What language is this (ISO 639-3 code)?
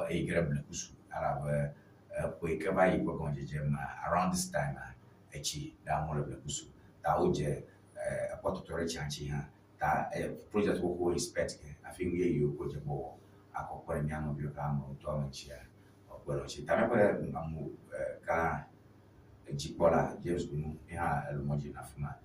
ewe